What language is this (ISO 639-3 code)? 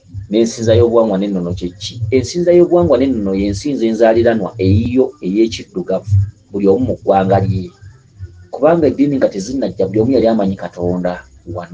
lug